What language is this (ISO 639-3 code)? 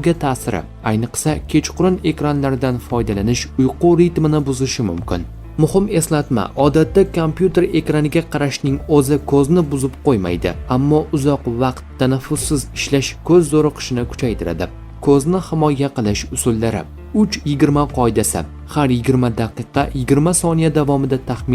uzb